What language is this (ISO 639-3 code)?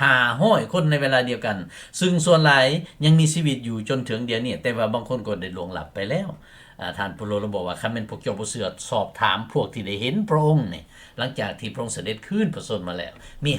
lao